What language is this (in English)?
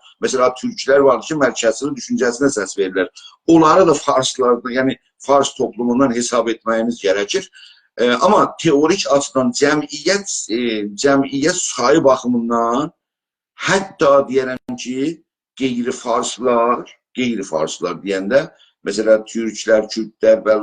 South Azerbaijani